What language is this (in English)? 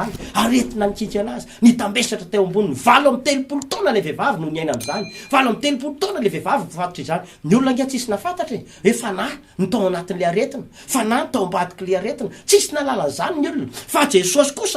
Malagasy